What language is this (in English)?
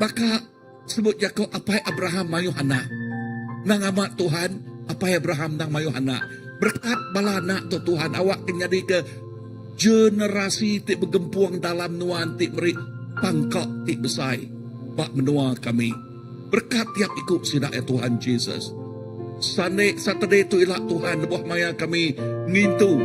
Iban